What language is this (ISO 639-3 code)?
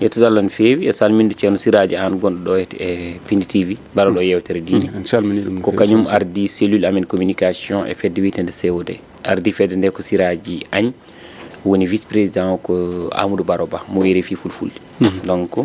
ful